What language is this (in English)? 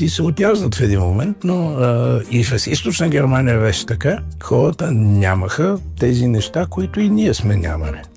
Bulgarian